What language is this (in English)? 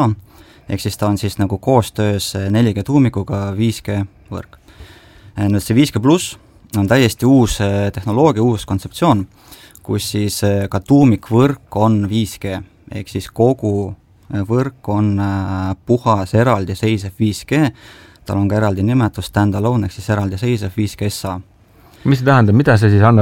Estonian